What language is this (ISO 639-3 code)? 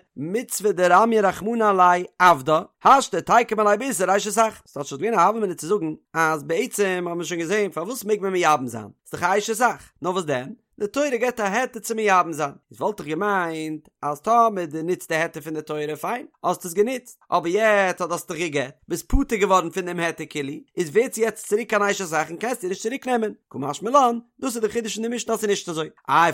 yid